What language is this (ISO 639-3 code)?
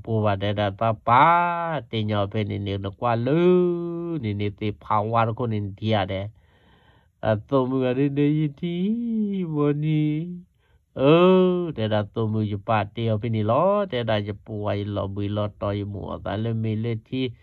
ksw